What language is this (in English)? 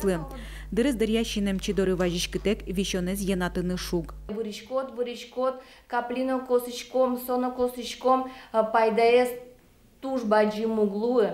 Udmurt